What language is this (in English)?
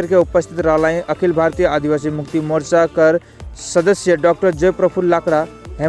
Sadri